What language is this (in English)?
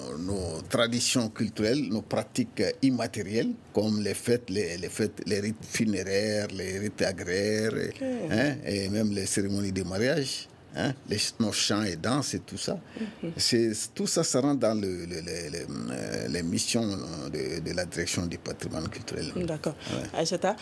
French